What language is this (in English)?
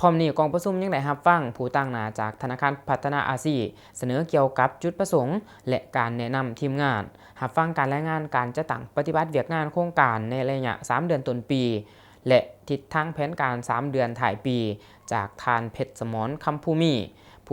Lao